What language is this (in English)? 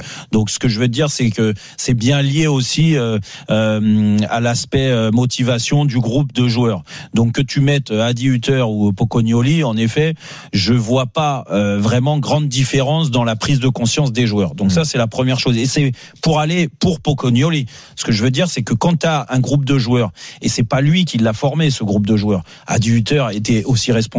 French